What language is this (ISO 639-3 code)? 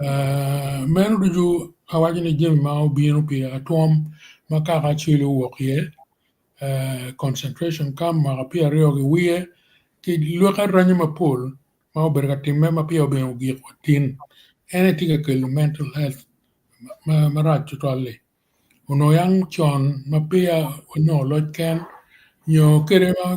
ach